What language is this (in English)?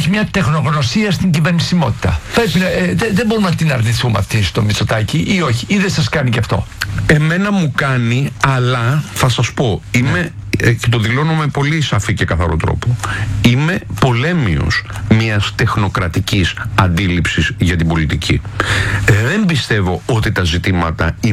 Greek